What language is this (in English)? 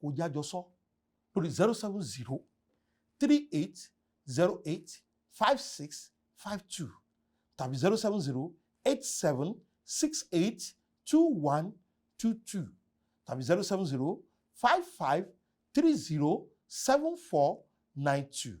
Yoruba